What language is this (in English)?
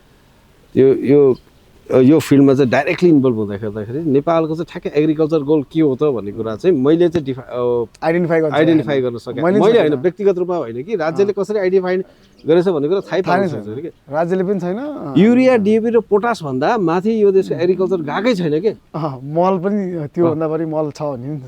Nepali